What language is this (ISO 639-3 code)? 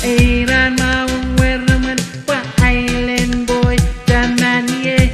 pon